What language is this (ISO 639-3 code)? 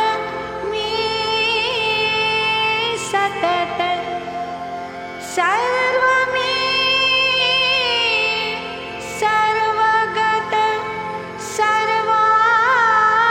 mar